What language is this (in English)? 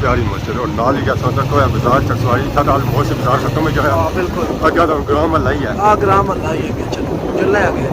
Pahari-Potwari